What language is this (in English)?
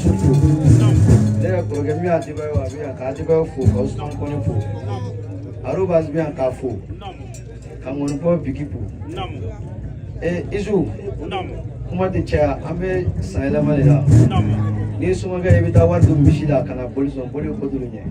Bambara